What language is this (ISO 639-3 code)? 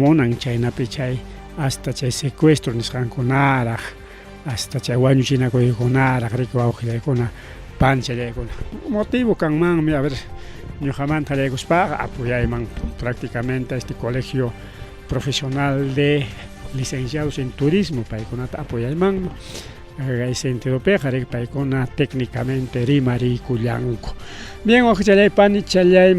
quy